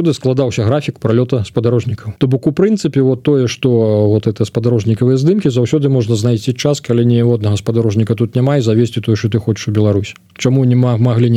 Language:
Belarusian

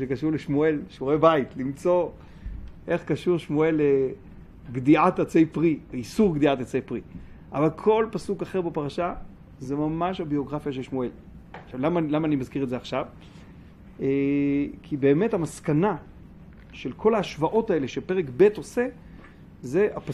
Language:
Hebrew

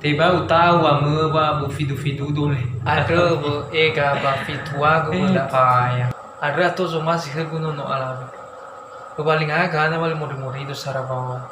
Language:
Nias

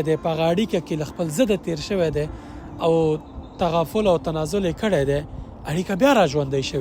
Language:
Pashto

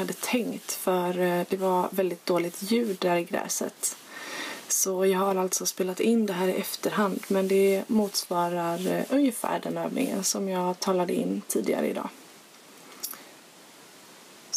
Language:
Swedish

